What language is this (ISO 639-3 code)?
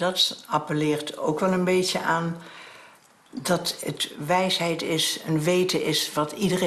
nld